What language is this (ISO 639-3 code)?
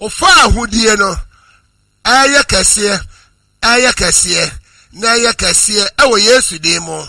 aka